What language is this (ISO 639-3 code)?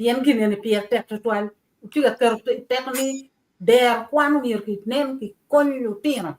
ach